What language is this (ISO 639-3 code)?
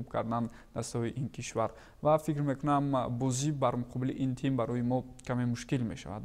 tgk